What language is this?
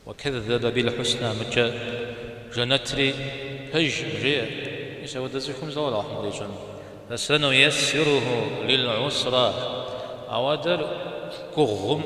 Kabardian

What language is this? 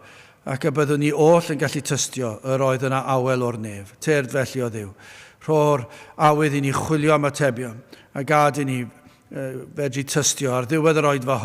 Welsh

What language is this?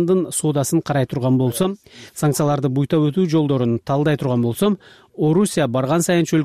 Kyrgyz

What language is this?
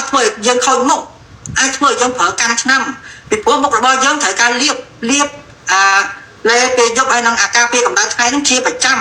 Khmer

